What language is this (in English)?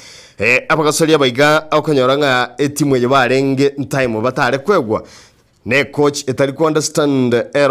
Gusii